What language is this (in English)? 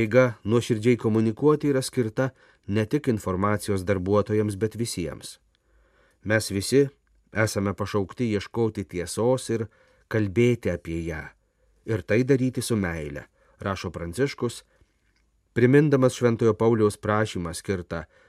Lithuanian